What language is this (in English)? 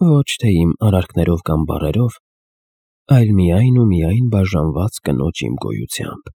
Armenian